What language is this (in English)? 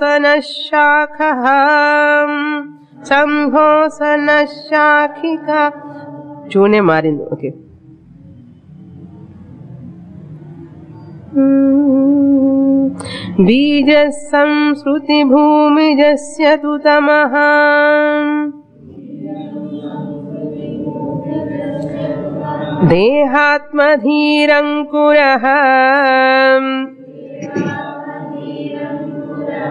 Telugu